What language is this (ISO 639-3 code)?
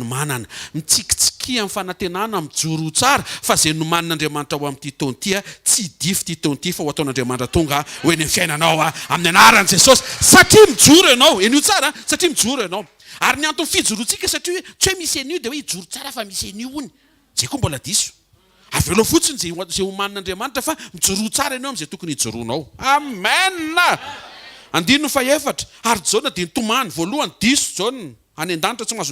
mlg